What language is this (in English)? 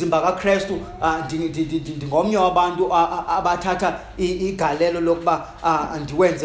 Xhosa